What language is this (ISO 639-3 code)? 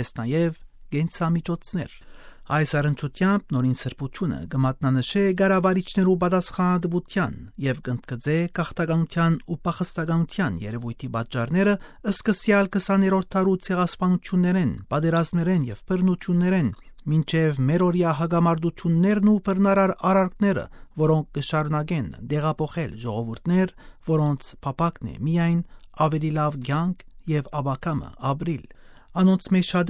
hyw